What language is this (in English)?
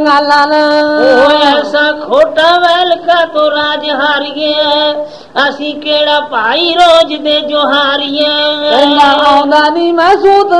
Punjabi